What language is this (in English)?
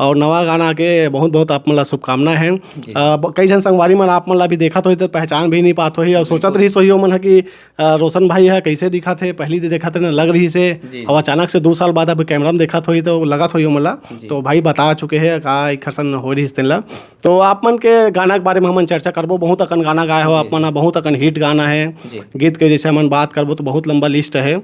Chhattisgarhi